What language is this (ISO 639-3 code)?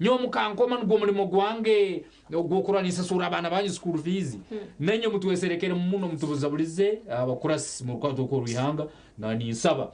nyn